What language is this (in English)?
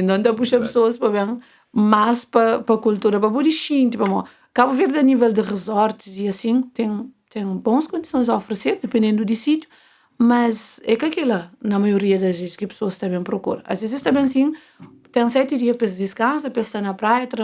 Kabuverdianu